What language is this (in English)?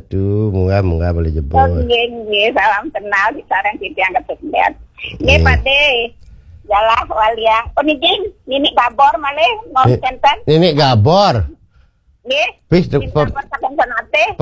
Balinese